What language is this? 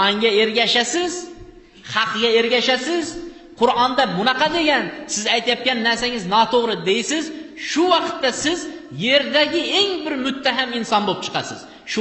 Uzbek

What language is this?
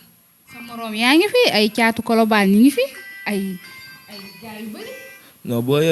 Wolof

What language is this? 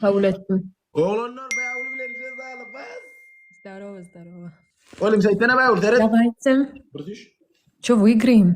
Turkmen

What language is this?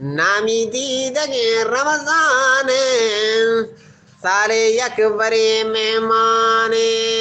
Eastern Balochi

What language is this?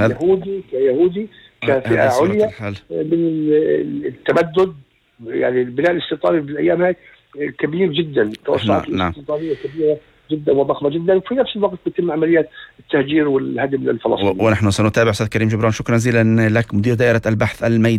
North Levantine Arabic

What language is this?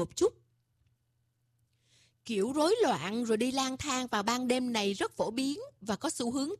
Vietnamese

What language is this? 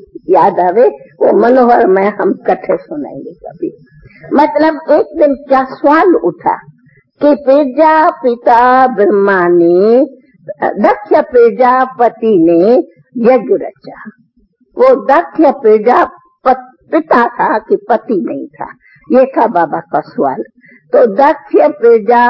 Hindi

